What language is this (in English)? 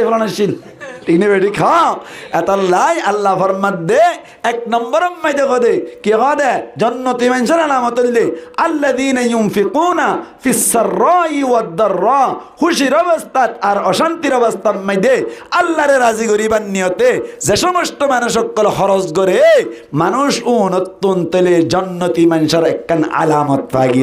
Rohingya